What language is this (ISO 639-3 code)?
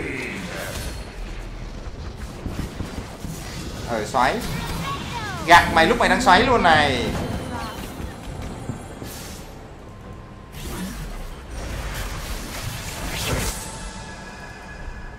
vie